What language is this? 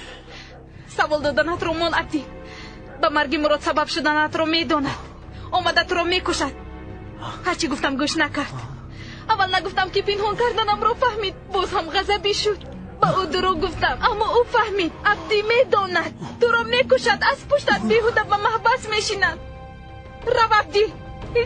Tajik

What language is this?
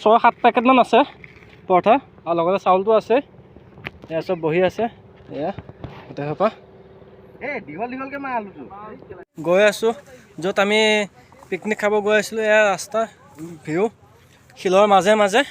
Assamese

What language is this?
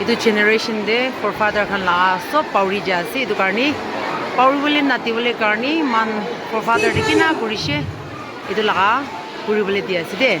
Naga Pidgin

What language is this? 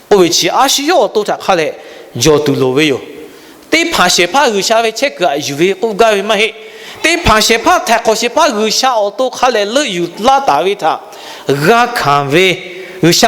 Lahu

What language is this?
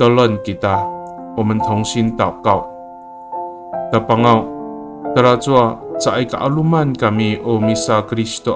Amis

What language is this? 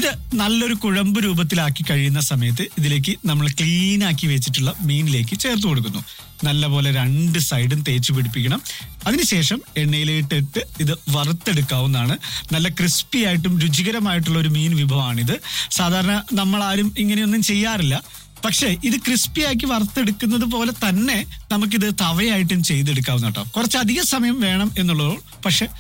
Malayalam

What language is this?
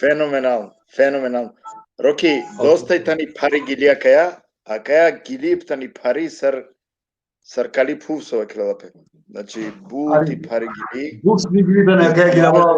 Balkan Romani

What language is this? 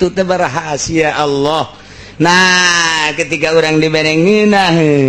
Sundanese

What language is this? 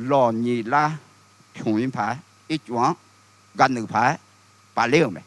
Akha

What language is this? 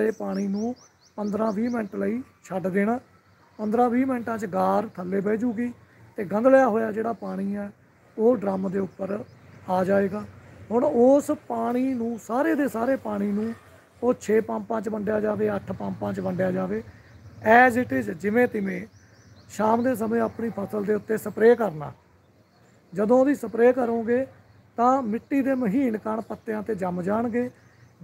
Punjabi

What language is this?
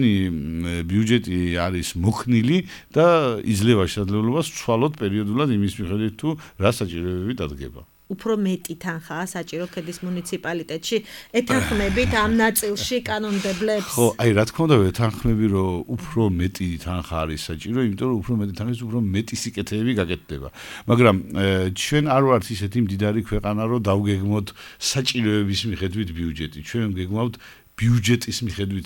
Georgian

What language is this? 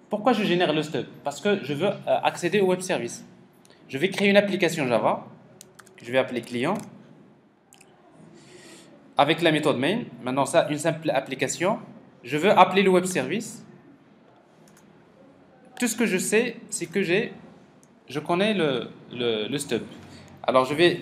French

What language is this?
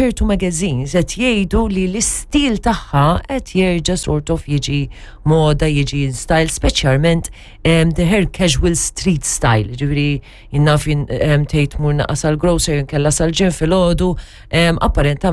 Maltese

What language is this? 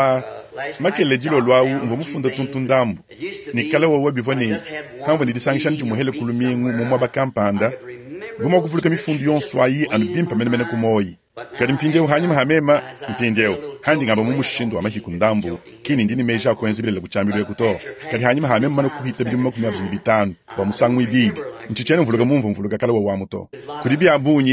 Luba-Lulua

